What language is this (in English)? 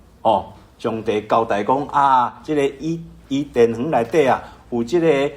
Min Nan Chinese